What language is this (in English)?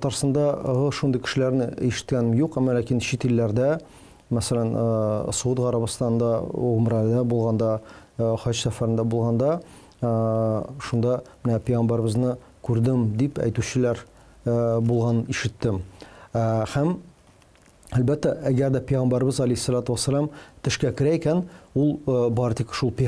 Tatar